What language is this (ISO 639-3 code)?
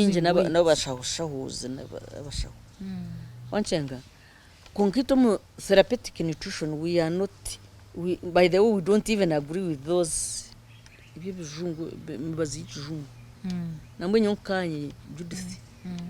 nyn